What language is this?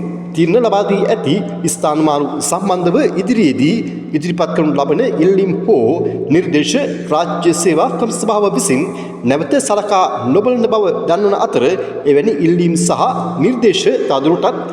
Sinhala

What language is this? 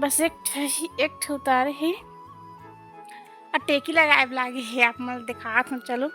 Chhattisgarhi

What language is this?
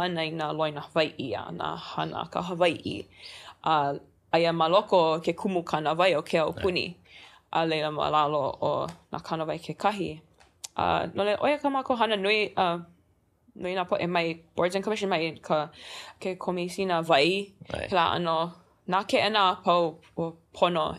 Hawaiian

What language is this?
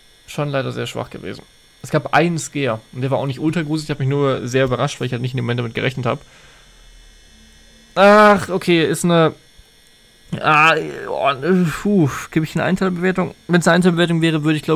German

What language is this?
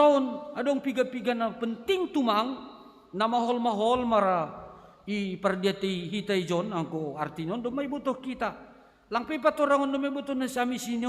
Batak Simalungun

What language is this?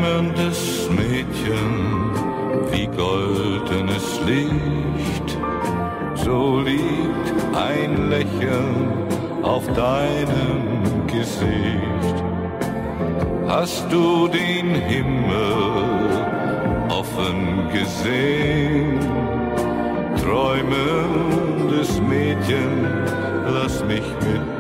German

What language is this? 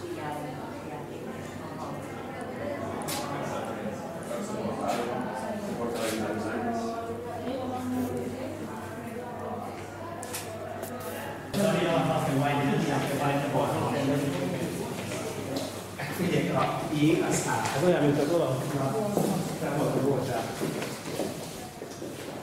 Catalan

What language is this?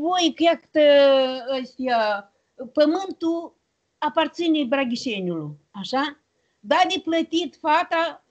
Romanian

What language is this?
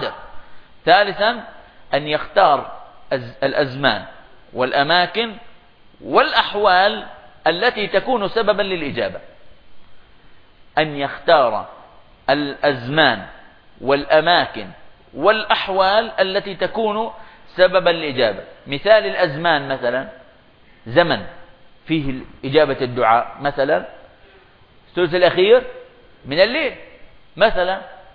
Arabic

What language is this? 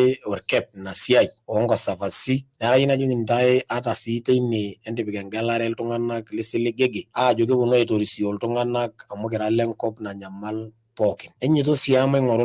Masai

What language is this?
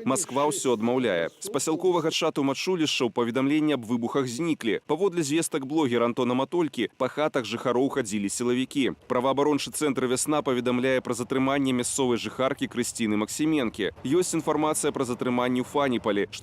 Belarusian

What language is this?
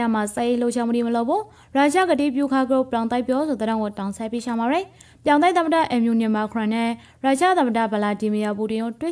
Rakhine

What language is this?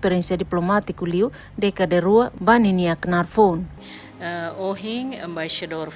Tetum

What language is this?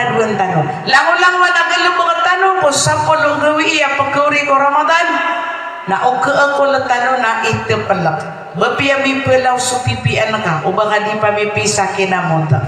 Maranao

